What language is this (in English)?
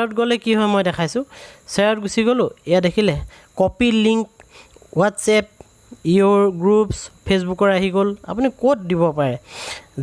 Assamese